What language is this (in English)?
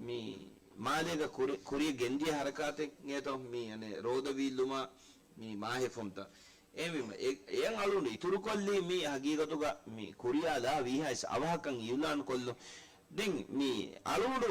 Divehi